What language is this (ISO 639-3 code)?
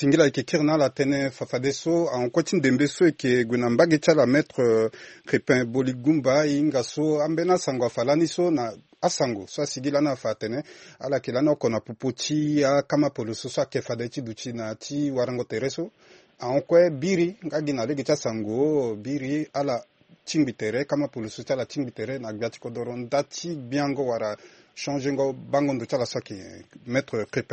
sag